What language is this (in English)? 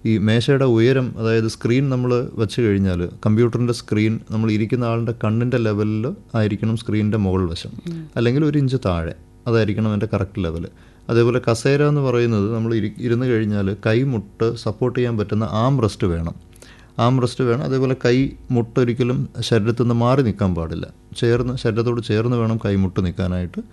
Malayalam